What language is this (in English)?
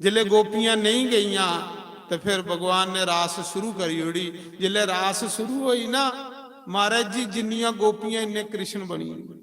Dogri